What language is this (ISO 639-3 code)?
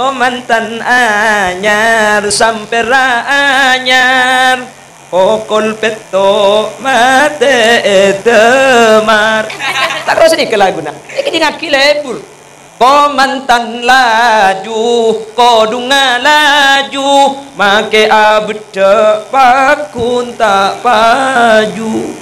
mad